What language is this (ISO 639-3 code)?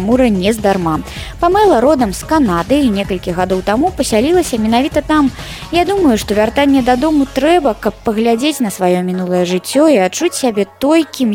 bel